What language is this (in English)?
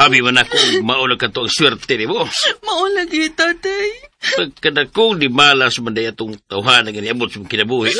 Cebuano